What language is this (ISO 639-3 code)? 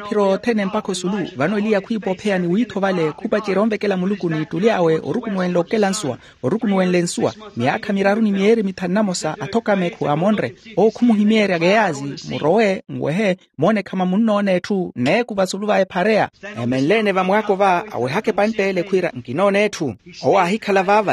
vmw